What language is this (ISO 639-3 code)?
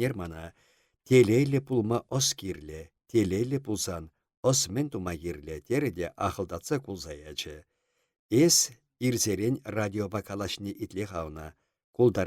chv